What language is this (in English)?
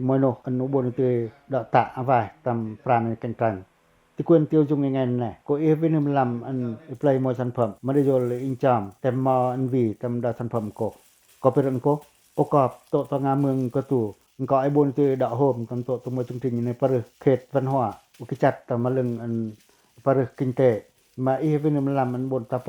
Pacoh